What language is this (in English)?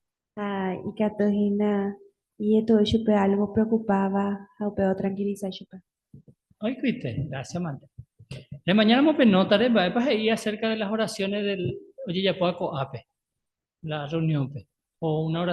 Guarani